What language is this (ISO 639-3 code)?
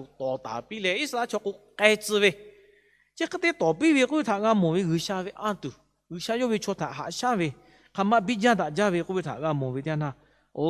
lhu